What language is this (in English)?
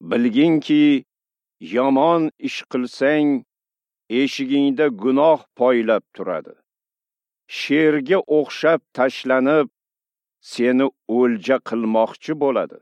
Uzbek